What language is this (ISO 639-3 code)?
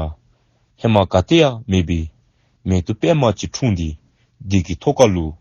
dzo